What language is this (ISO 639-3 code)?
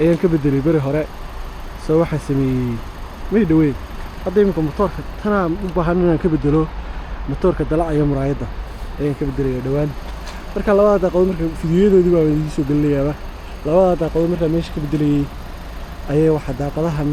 som